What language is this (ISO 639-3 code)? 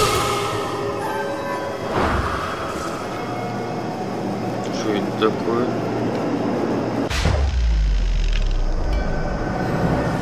rus